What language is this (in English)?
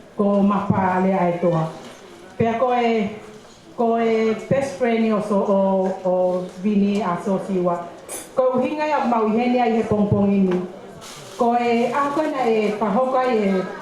Tongan